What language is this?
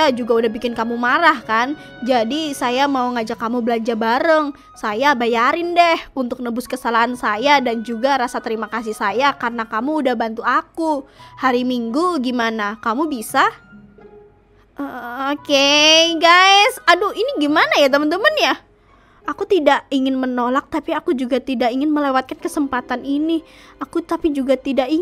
Indonesian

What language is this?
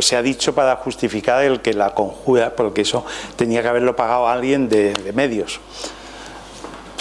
Spanish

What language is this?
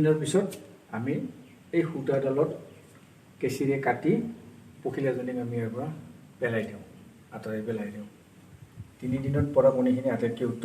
Assamese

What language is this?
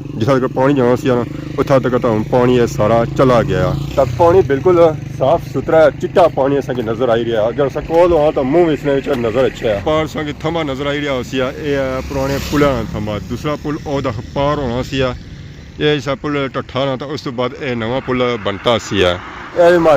Pahari-Potwari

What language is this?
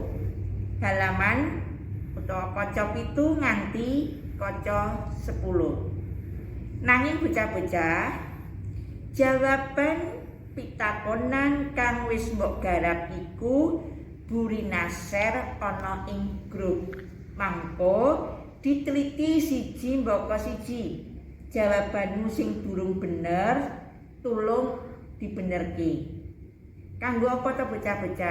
Javanese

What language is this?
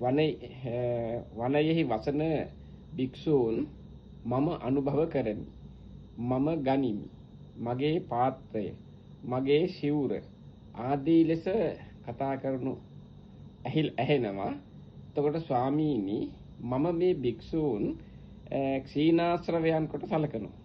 Sinhala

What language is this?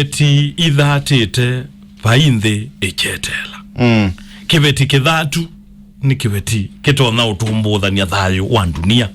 Kamba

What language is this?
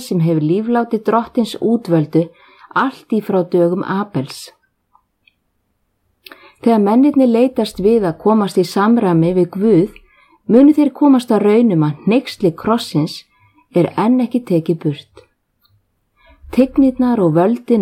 Icelandic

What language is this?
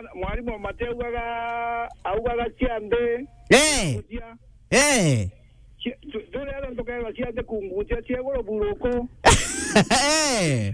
Meru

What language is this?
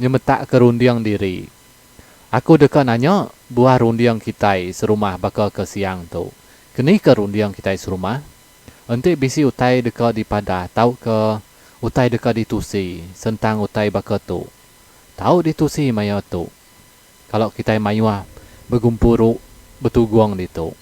Iban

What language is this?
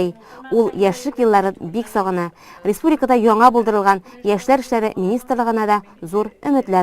Tatar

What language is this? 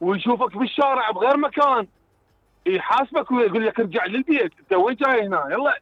Mesopotamian Arabic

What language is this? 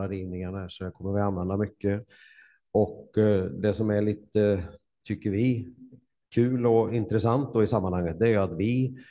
Swedish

